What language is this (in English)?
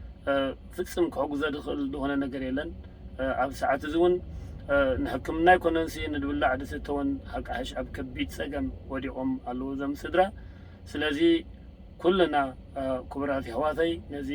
Tigrinya